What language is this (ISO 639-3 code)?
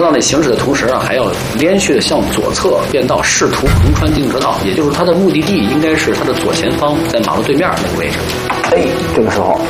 zho